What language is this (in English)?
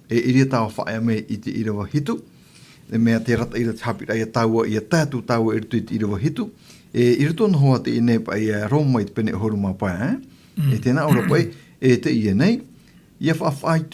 Tahitian